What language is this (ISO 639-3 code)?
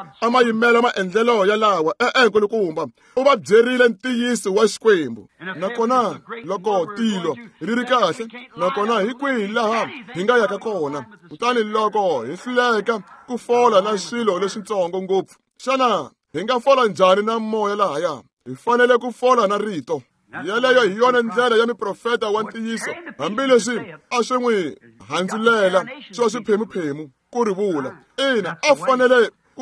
tso